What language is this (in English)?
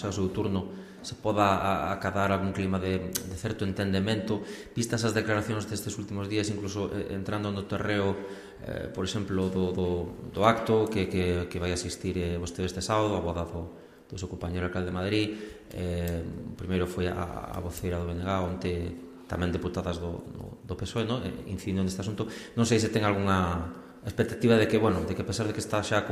Galician